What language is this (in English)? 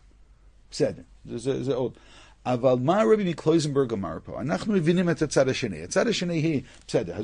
Hebrew